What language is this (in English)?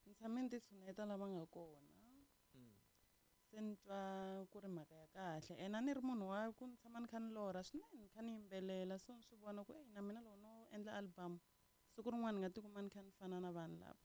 Tsonga